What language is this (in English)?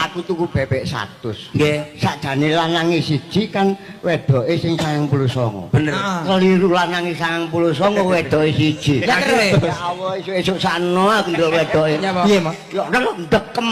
Javanese